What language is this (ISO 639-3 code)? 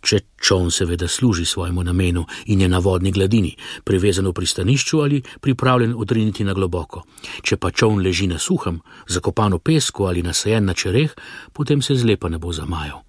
slv